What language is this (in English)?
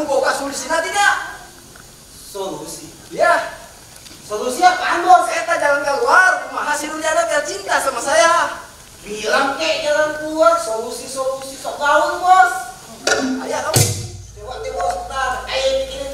Betawi